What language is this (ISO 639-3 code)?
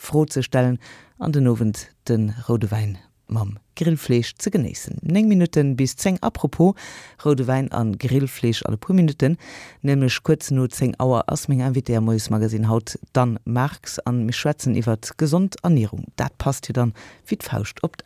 ltz